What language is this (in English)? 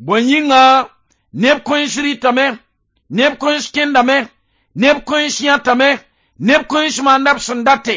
Mossi